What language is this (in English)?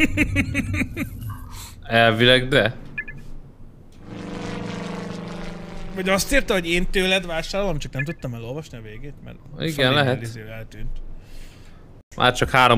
Hungarian